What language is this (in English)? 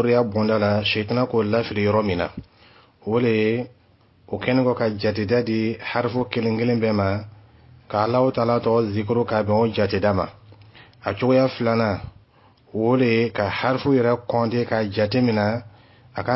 Dyula